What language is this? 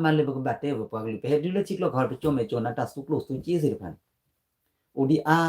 S'gaw Karen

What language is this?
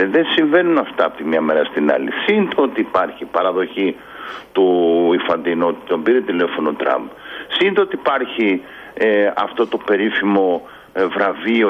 Greek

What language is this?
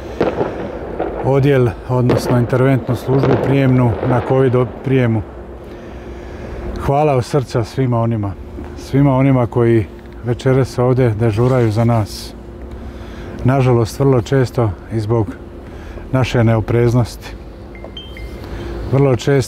Croatian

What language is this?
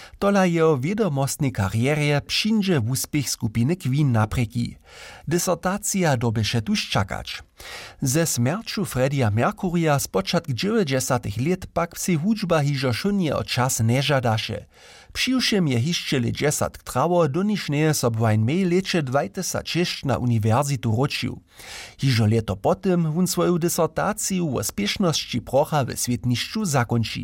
Upper Sorbian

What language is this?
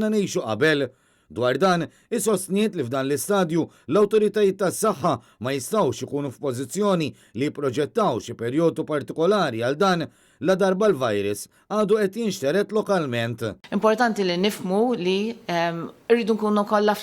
Maltese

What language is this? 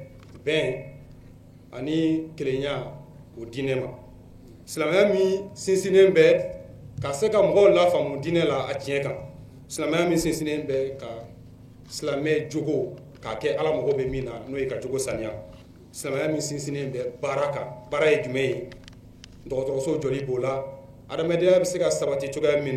Bambara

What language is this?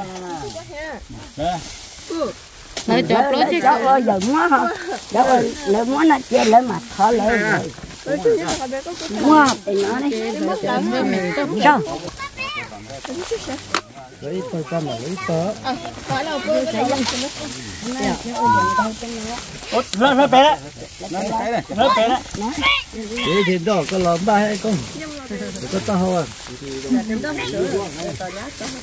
Vietnamese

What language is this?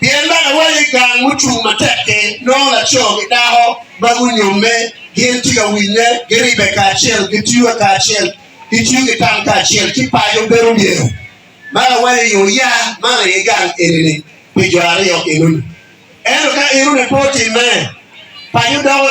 Acoli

